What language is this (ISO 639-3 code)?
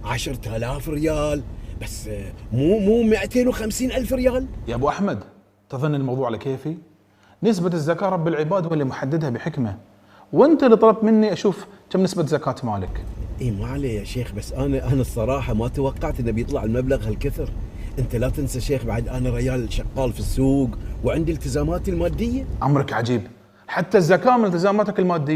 afb